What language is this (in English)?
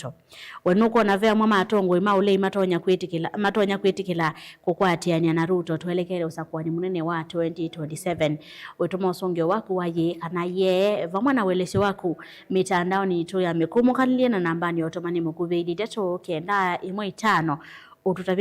Kamba